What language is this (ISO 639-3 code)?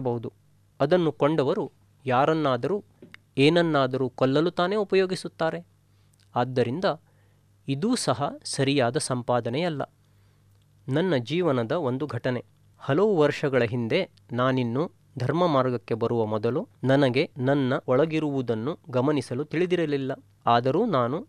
kan